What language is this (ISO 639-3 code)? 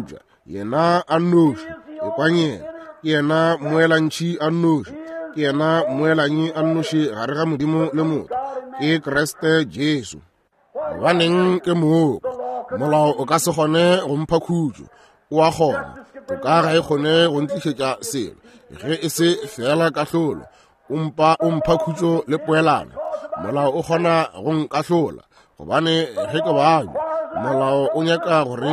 nso